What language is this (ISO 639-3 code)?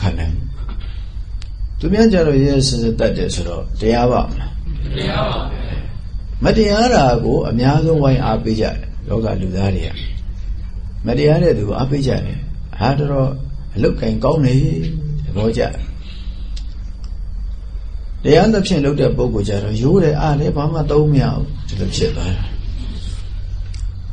mya